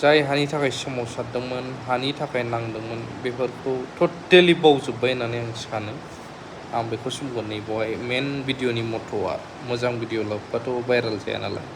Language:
Bodo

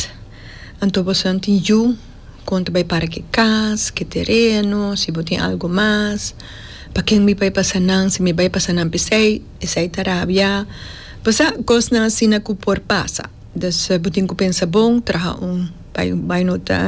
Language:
Papiamento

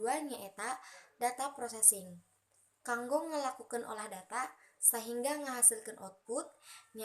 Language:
Sundanese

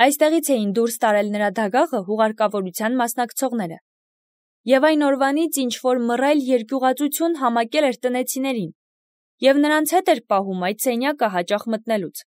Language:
Armenian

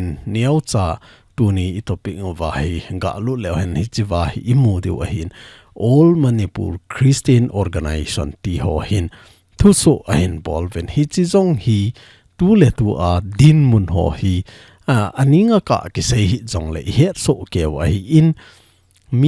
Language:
Thado Chin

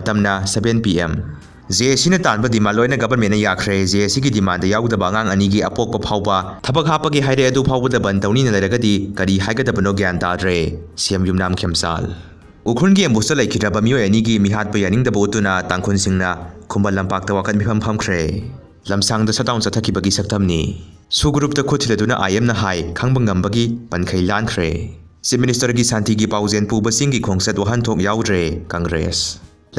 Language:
Manipuri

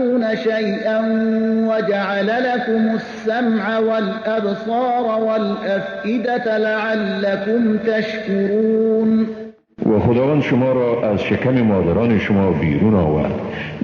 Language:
Persian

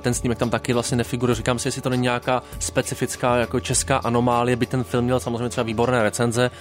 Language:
Czech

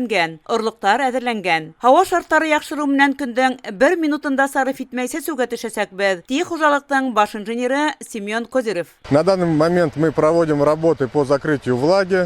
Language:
Bashkir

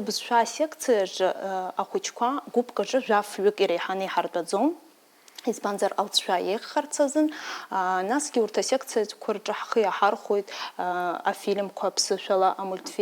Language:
Abkhazian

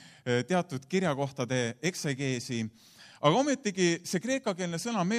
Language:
Estonian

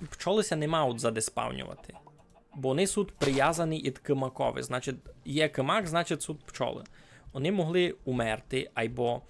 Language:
Rusyn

